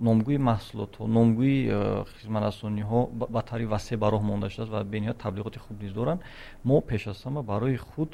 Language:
Tajik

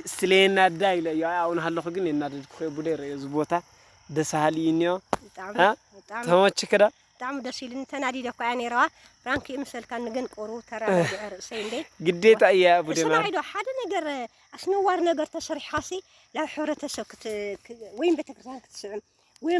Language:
Tigrinya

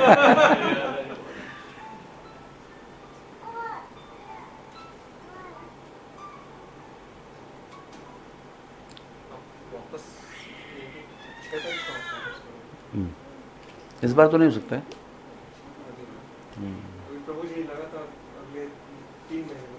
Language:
Hindi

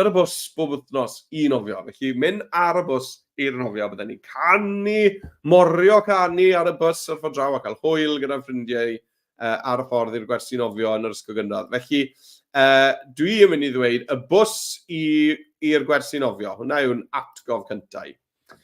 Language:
Welsh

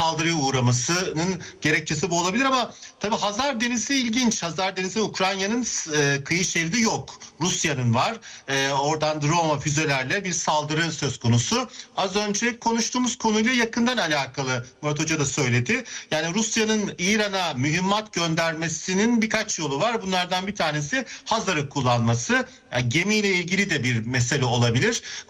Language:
Turkish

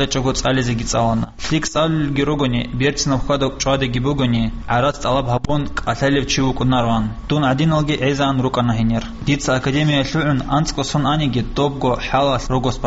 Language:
Avaric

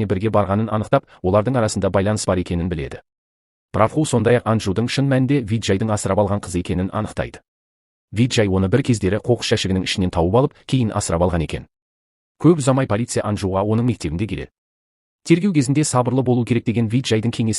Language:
Kazakh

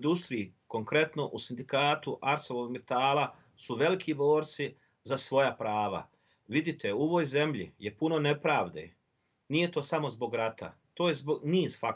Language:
Bosnian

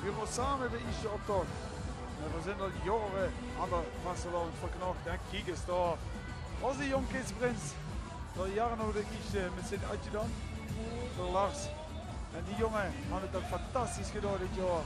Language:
Limburgish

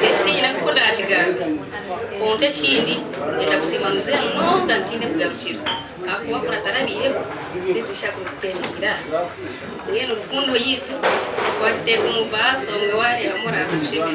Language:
Nyankole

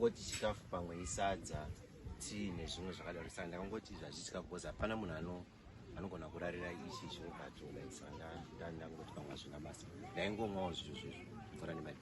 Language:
Shona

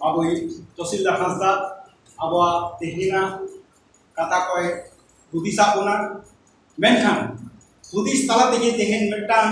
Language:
Santali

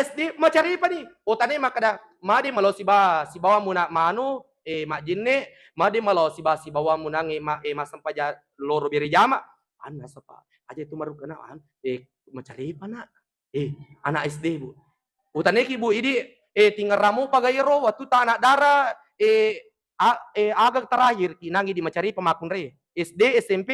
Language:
Buginese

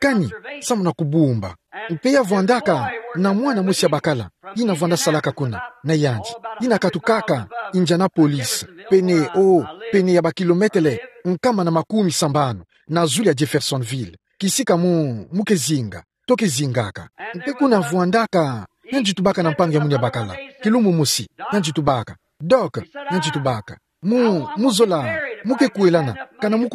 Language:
Kituba (Democratic Republic of Congo)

